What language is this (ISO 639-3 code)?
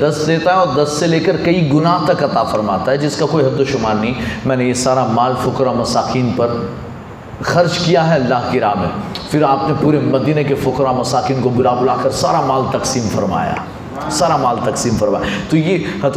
urd